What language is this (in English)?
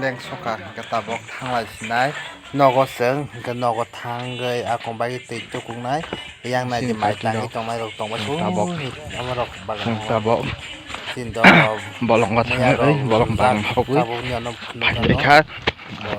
Kok Borok